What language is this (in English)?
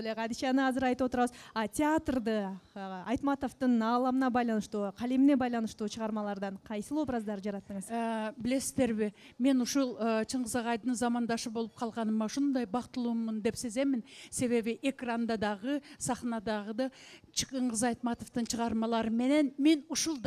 Kyrgyz